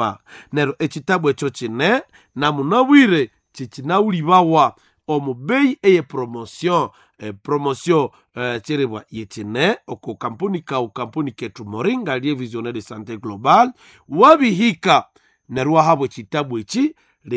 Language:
Nande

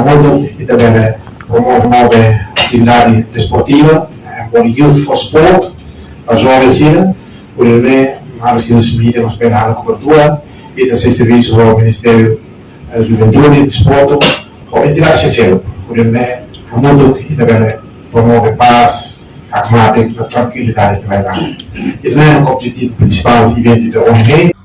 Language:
Tetum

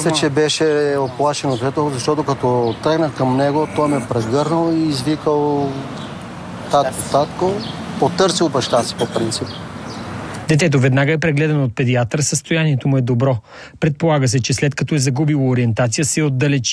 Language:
Bulgarian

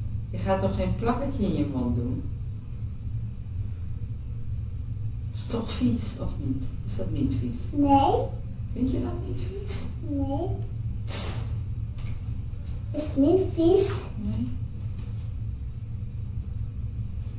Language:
Dutch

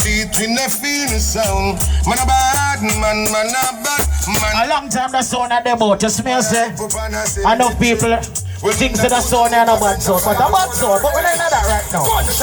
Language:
Jamaican Creole English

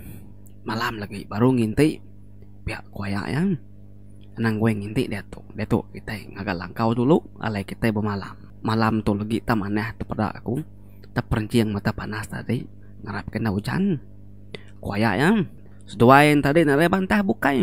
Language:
Iban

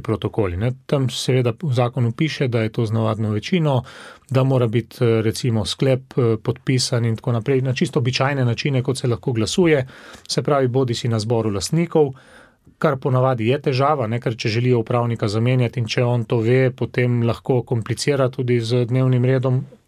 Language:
Slovenian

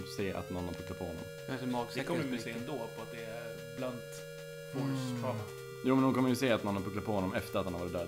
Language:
Swedish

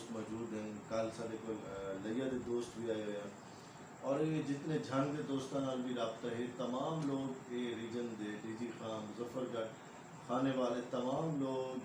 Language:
Saraiki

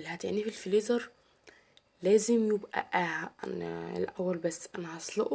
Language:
Egyptian Arabic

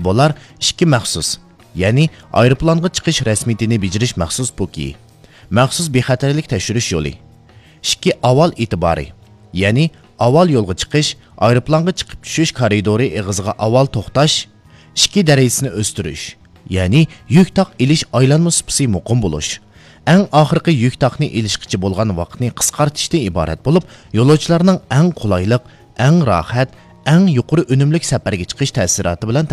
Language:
Uyghur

